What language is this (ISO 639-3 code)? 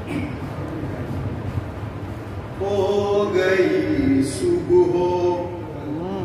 urd